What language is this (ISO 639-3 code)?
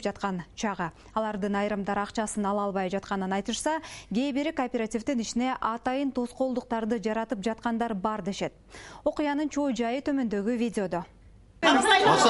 kir